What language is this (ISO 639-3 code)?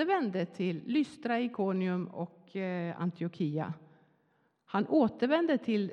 swe